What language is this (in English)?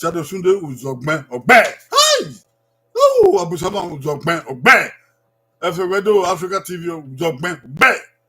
Bini